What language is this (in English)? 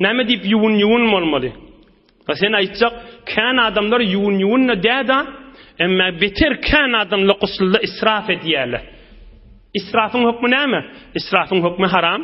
Turkmen